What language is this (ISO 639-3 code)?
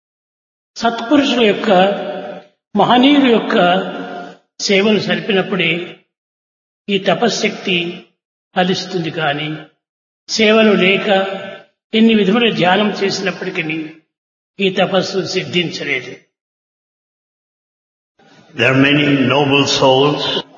tel